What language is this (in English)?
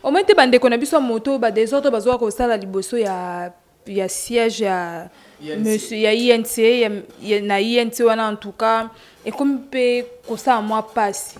Lingala